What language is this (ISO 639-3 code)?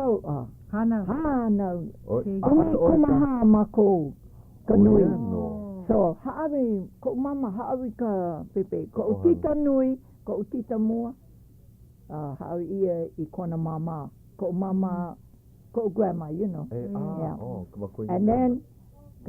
haw